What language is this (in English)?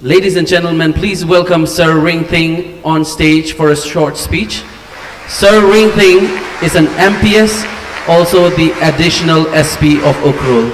Tangkhul Naga (India)